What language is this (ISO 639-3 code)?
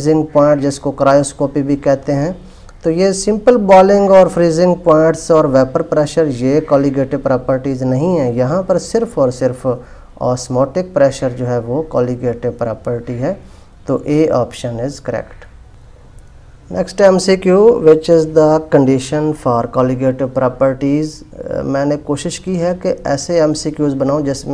hin